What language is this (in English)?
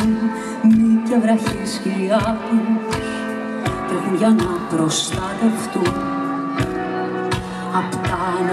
Greek